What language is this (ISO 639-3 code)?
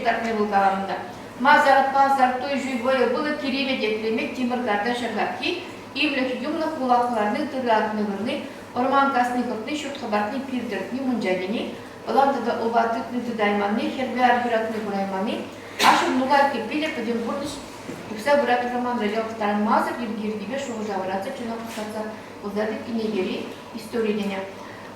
chv